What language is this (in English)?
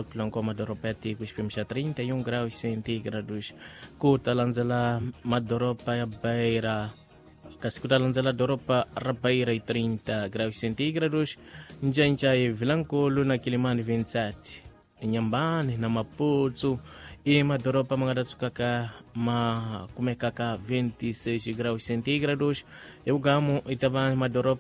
Tsonga